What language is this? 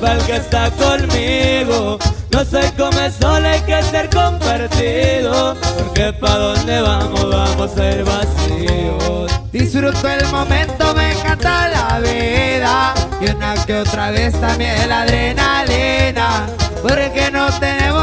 Spanish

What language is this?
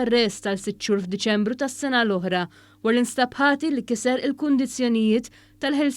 Maltese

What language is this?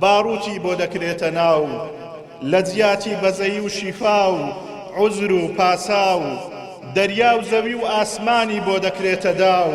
Central Kurdish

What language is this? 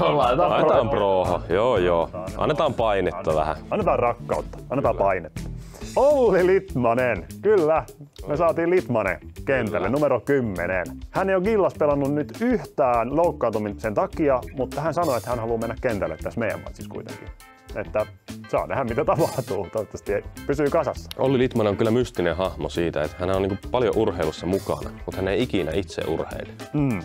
Finnish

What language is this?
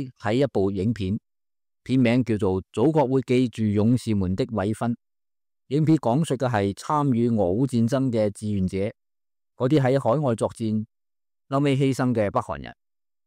Cantonese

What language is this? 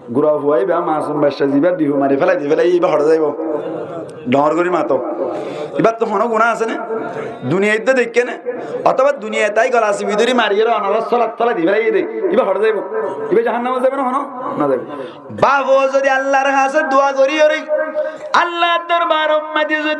Rohingya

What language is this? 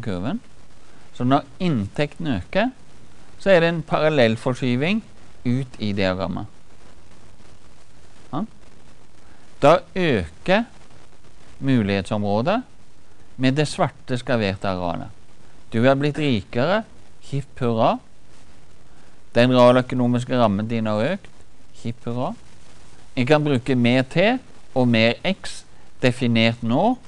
Norwegian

